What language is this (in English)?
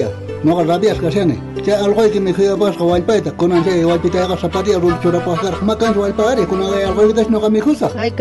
South Bolivian Quechua